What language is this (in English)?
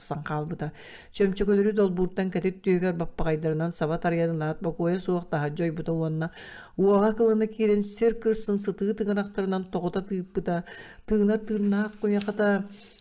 Yakut